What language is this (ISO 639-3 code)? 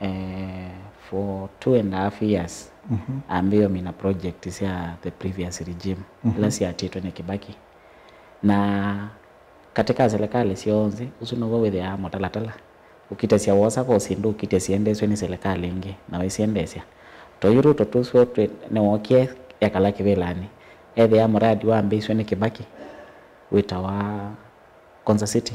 kam